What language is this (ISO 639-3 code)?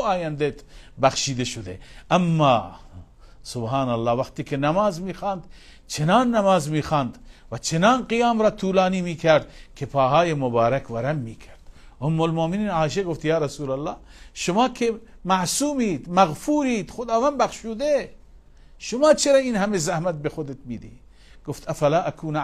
fas